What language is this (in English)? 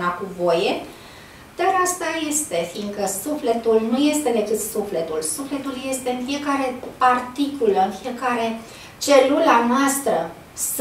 Romanian